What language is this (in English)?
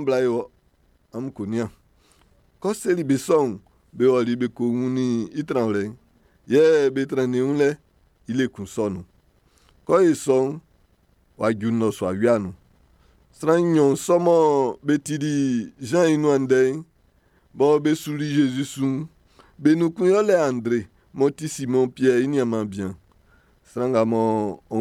Baoulé